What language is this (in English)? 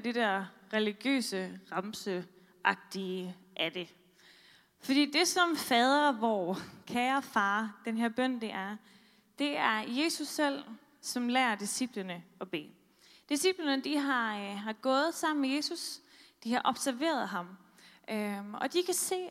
Danish